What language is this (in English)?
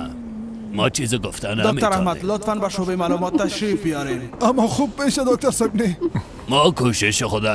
Persian